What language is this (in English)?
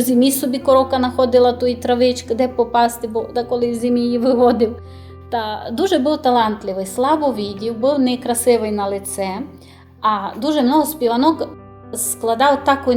Rusyn